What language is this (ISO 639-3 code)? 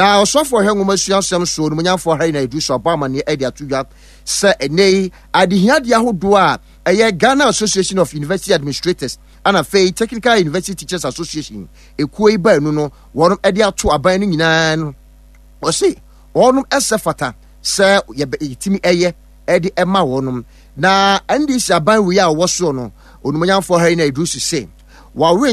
aka